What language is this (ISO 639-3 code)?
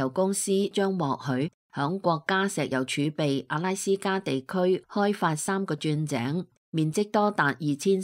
yue